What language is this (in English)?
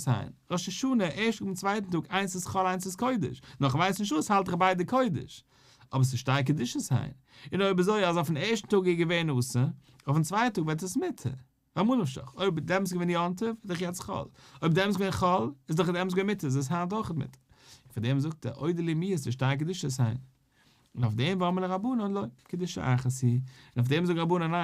Yiddish